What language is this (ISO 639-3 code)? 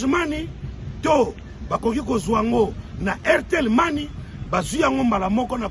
lin